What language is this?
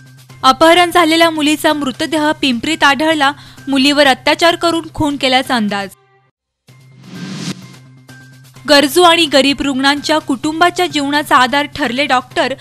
Marathi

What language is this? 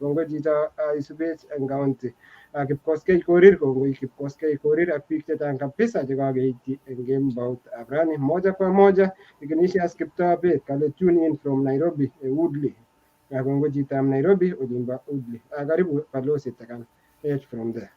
Kalenjin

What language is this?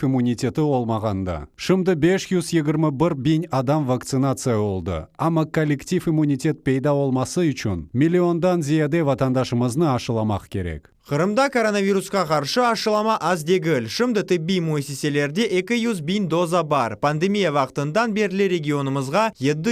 Crimean Tatar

